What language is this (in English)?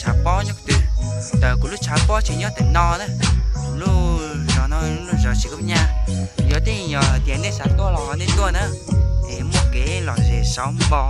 Hmong